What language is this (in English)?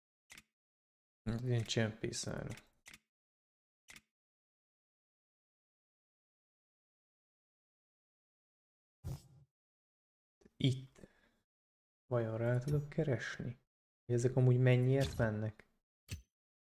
Hungarian